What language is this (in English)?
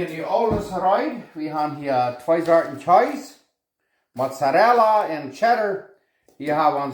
Plautdietsch